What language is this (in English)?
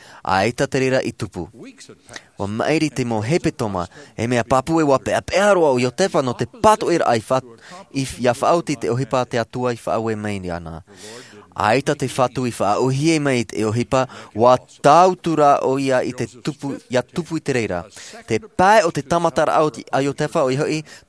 Tahitian